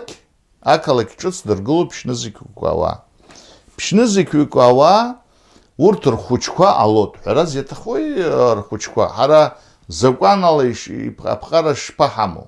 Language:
Abkhazian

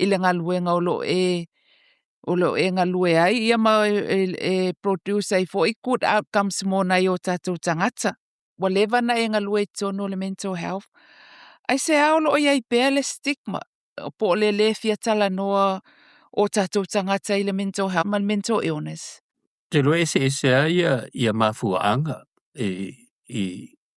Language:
Samoan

